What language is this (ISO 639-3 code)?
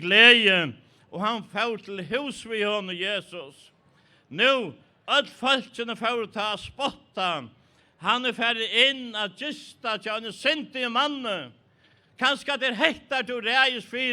fao